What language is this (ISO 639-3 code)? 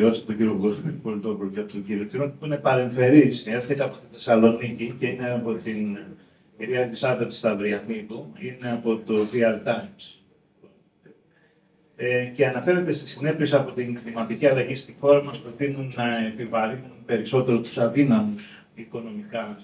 ell